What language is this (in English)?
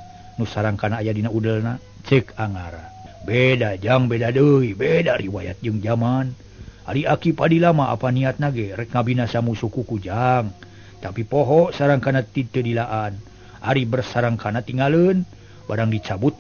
Sundanese